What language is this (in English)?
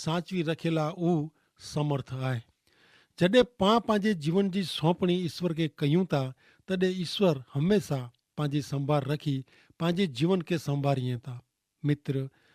Kachhi